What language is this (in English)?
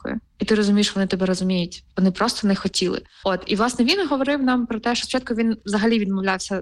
Ukrainian